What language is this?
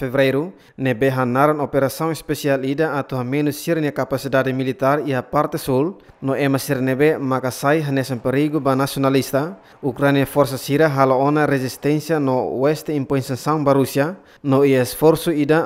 Tetum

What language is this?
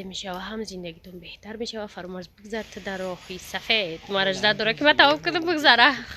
Tajik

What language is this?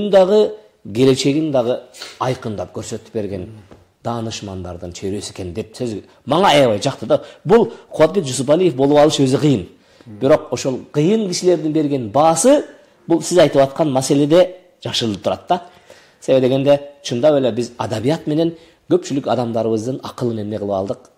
Kyrgyz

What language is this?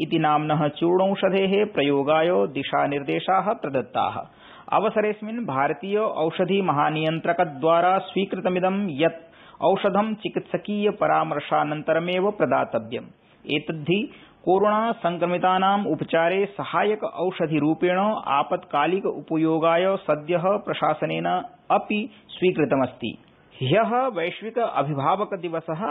Sanskrit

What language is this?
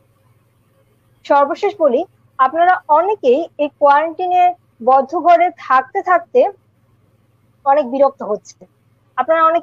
Bangla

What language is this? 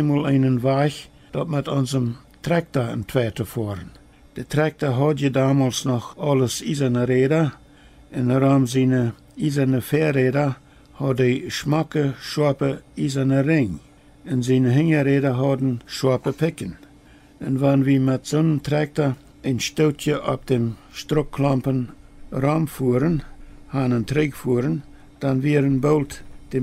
Plautdietsch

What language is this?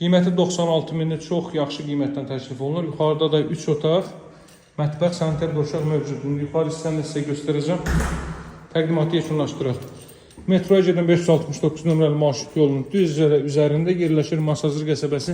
Azerbaijani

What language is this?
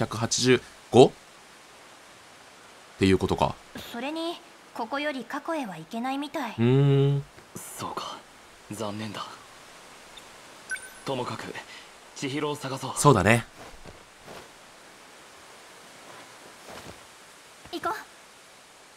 Japanese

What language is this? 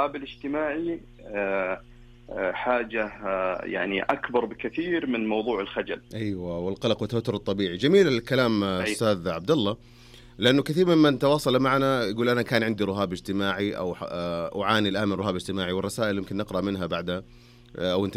Najdi Arabic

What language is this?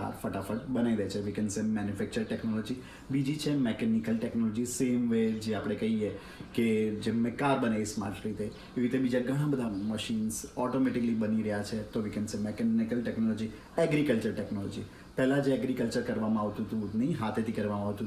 Gujarati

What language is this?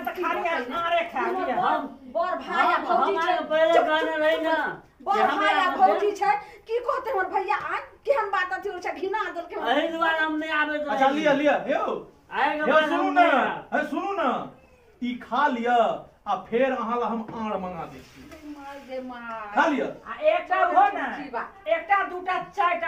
Maithili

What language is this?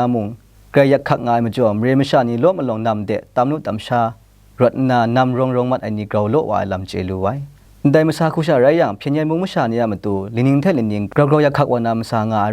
Kachin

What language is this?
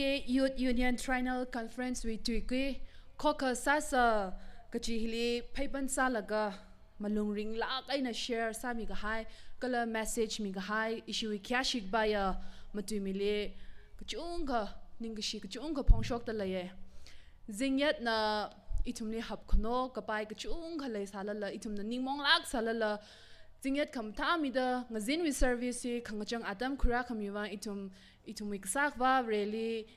Tangkhul Naga (India)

